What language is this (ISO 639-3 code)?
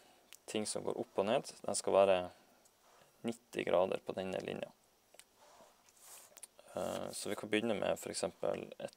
nor